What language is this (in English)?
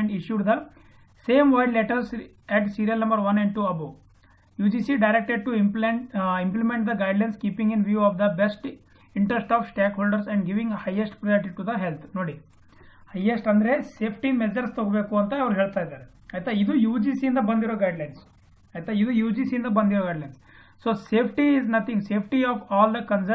Kannada